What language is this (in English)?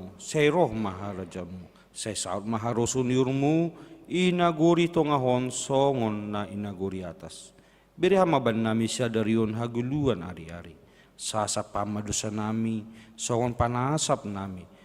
Batak Simalungun